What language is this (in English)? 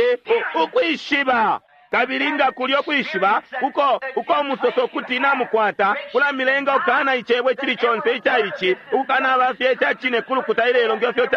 Bemba